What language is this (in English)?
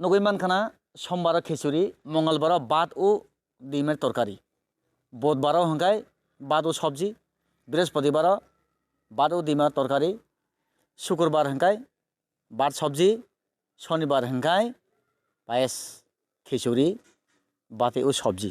Kok Borok